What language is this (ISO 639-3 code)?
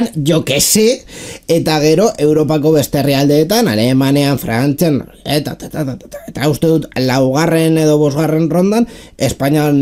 eus